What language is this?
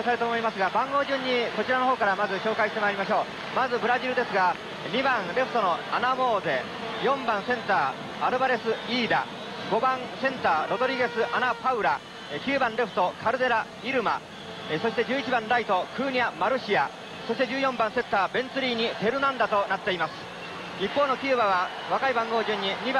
Japanese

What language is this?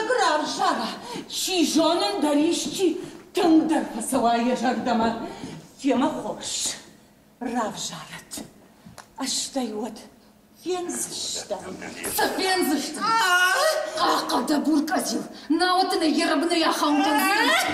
Ossetic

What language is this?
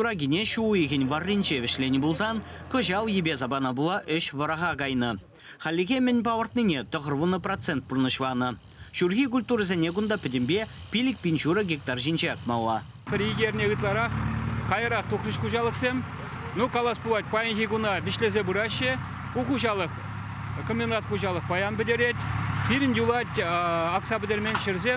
Chuvash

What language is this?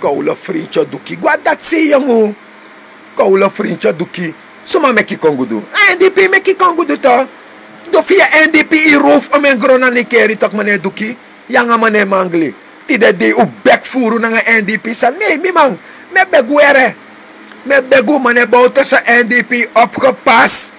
Sranan Tongo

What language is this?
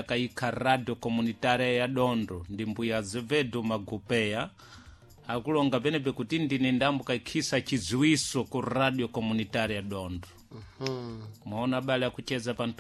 Sena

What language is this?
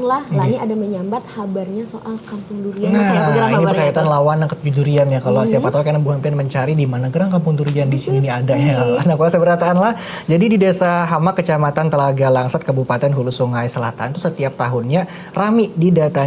Banjar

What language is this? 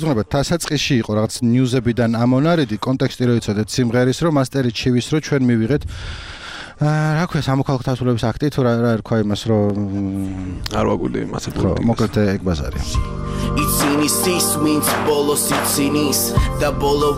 Georgian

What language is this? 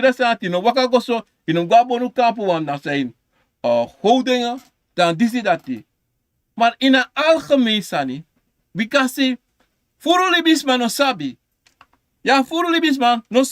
Sranan Tongo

